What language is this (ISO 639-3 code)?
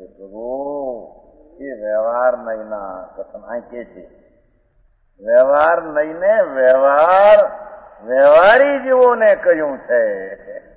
guj